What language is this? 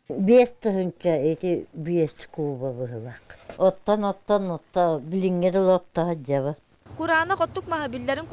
Yakut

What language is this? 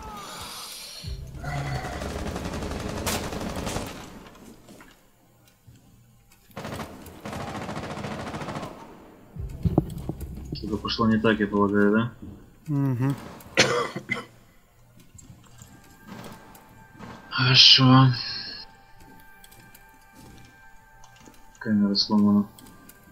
Russian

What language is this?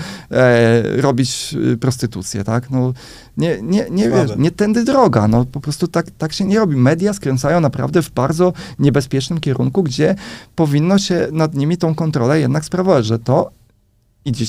Polish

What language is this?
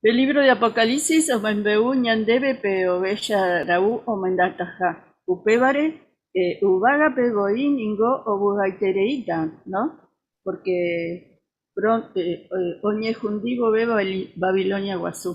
Guarani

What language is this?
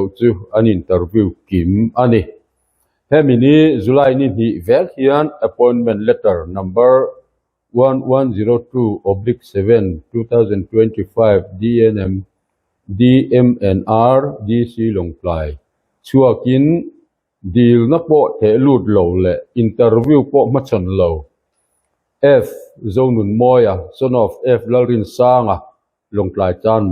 Mizo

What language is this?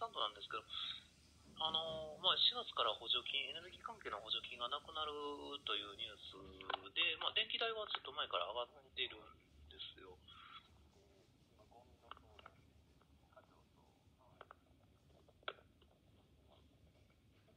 Japanese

